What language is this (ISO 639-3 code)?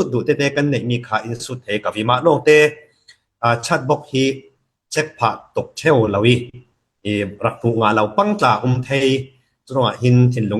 cfm